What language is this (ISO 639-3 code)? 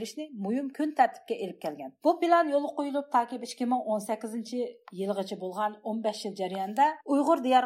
uig